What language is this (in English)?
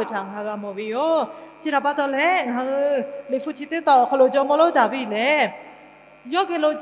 Lahu